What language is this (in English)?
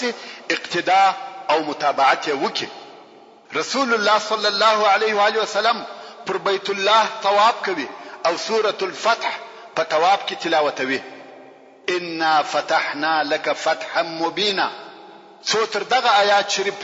Pashto